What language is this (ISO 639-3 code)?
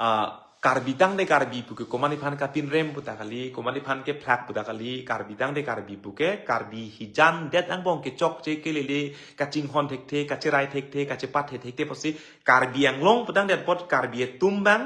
mjw